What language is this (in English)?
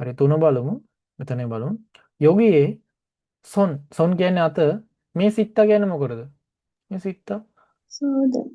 Sinhala